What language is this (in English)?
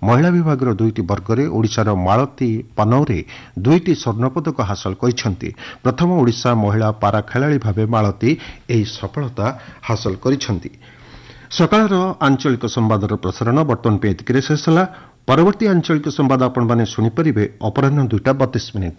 Odia